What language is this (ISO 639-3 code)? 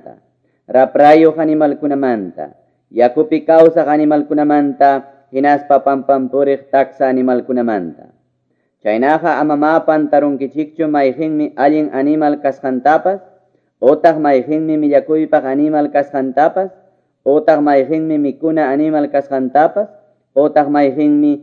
que